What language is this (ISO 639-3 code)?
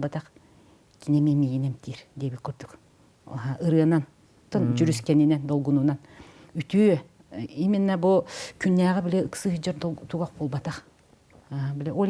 sah